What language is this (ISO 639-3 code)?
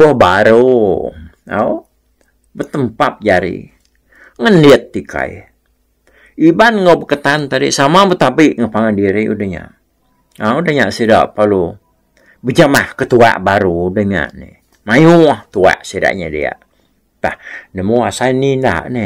iba